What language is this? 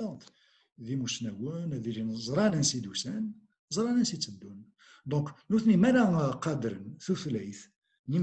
Kabyle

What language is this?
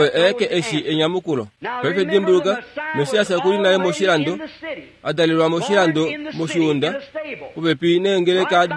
Kuanyama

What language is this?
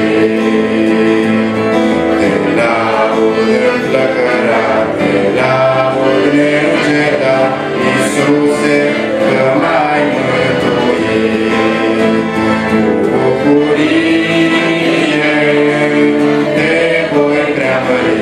Romanian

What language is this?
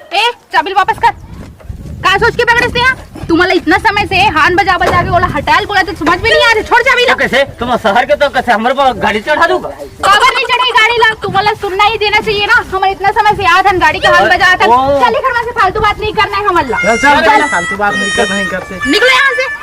Chhattisgarhi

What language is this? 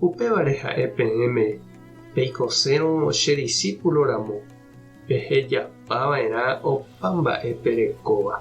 Guarani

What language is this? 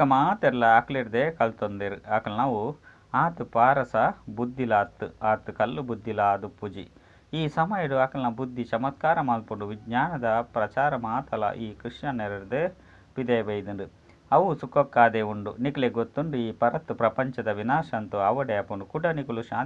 Tulu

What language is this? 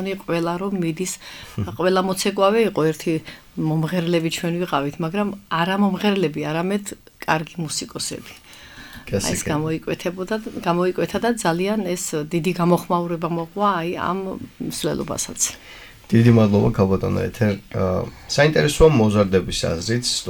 Georgian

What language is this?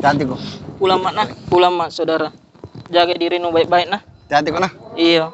Makassar Malay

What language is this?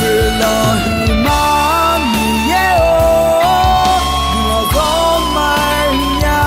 Akha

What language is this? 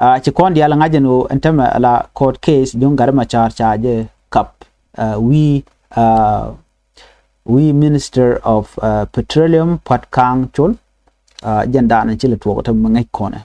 Nuer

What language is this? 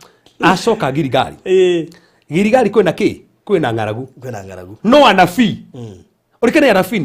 Kikuyu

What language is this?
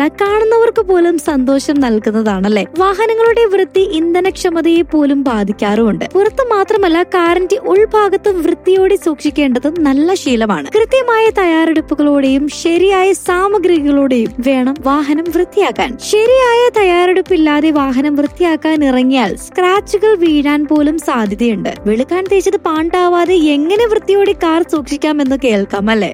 Malayalam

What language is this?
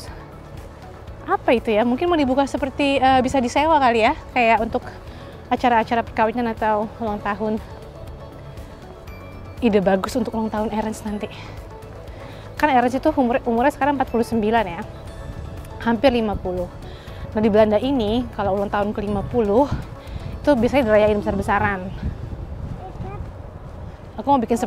Indonesian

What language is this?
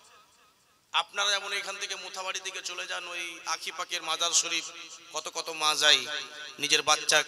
Bangla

